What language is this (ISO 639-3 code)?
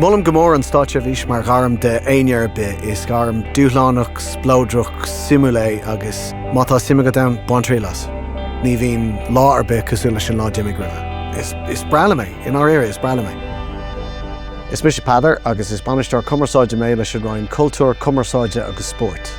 gle